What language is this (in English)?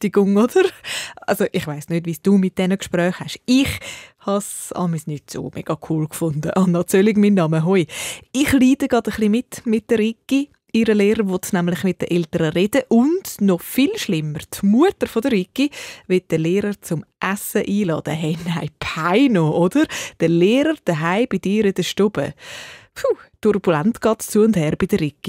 Swiss German